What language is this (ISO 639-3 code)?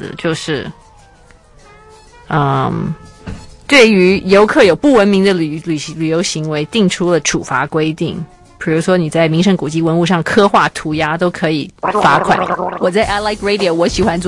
zho